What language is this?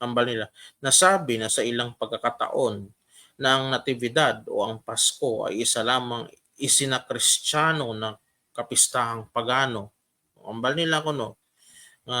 Hiligaynon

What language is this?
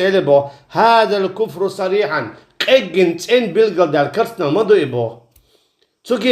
Chechen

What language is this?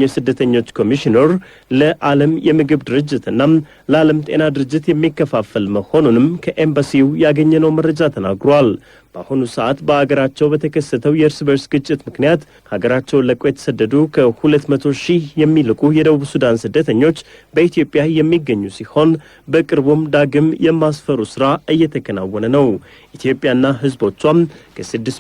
Amharic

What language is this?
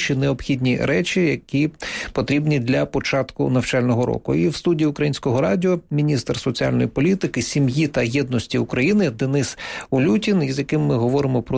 Ukrainian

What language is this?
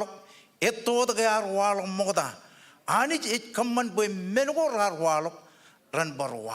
Marshallese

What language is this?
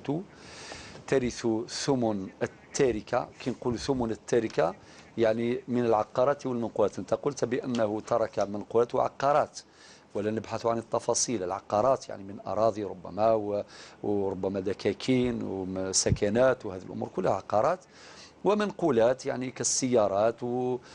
Algerian Arabic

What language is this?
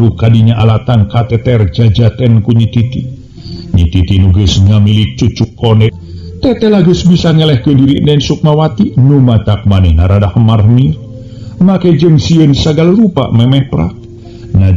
Sundanese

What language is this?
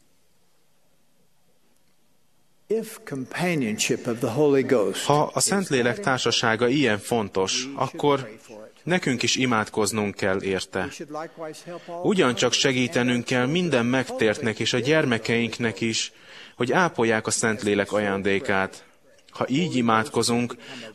Hungarian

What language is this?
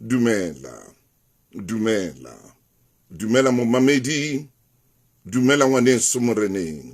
Southern Sotho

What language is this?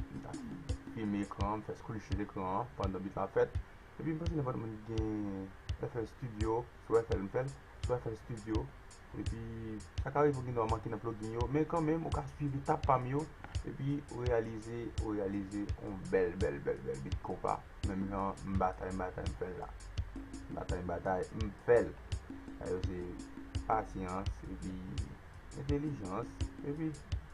Haitian Creole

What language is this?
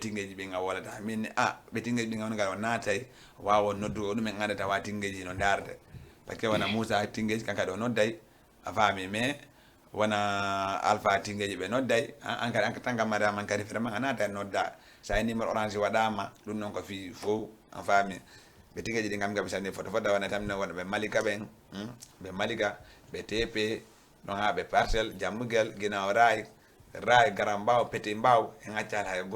Fula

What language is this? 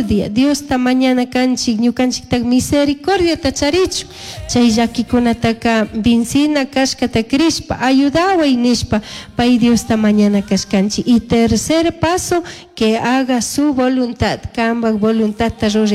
Chimborazo Highland Quichua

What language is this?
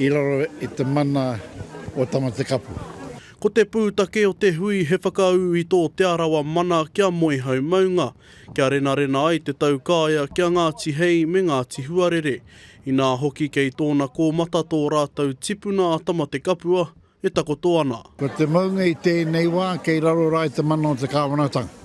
Māori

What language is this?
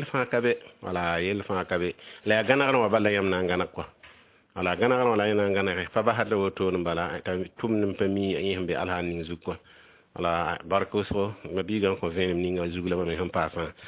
Mossi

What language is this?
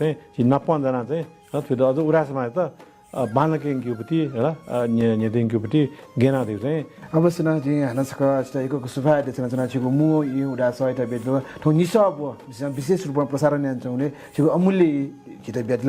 Newari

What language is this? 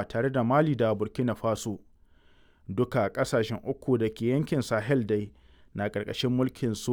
Hausa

